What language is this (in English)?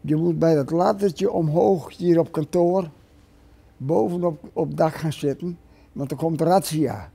Western Frisian